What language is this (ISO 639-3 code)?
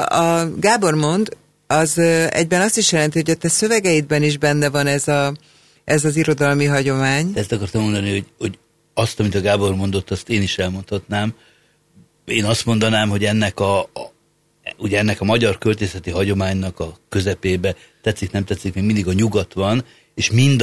hun